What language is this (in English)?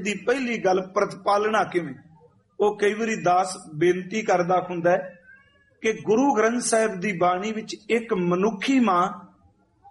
Punjabi